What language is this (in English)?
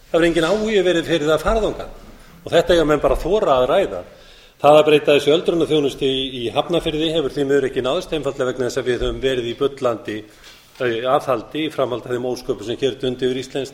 Icelandic